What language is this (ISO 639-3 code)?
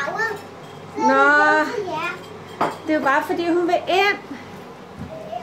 dan